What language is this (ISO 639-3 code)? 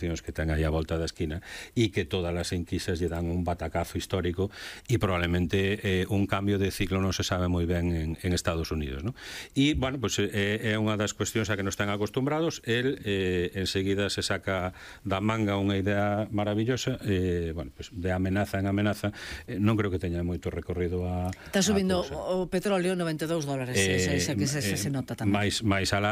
glg